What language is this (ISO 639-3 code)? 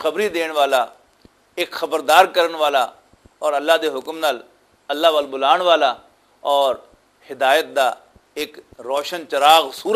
lah